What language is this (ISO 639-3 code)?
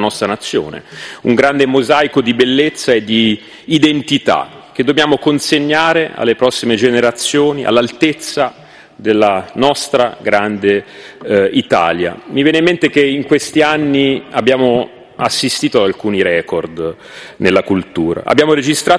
ita